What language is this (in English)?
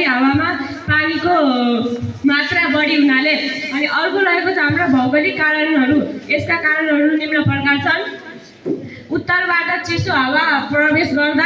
Nepali